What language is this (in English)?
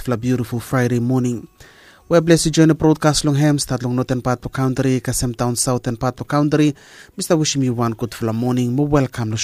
Bislama